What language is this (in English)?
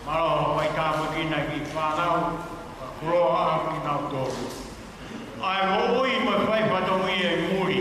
Tongan